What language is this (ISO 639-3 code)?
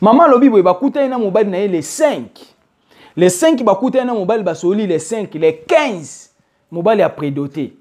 lin